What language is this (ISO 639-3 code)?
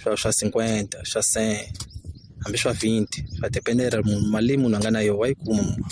tso